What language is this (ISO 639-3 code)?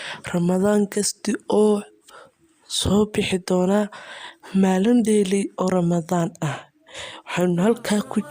som